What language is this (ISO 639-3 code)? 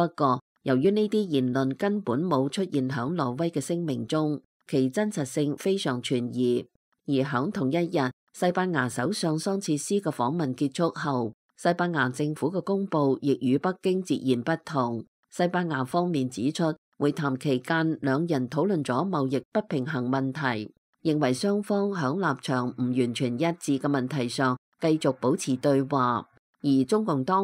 yue